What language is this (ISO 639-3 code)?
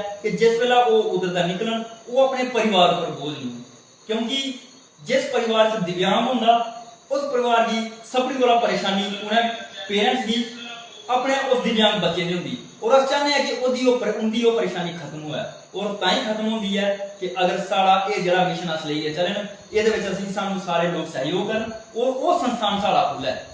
doi